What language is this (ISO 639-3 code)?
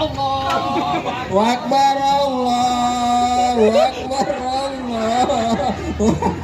bew